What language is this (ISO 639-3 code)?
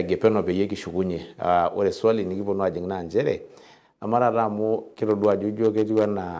mas